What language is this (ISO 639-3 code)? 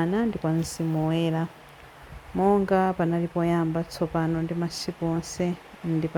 nya